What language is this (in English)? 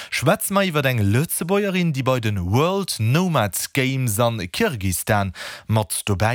Luxembourgish